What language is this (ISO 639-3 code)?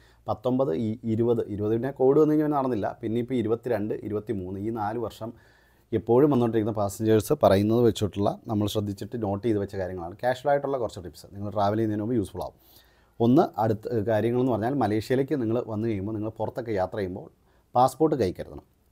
mal